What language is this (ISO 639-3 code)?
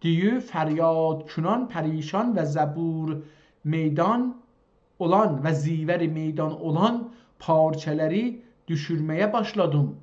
azb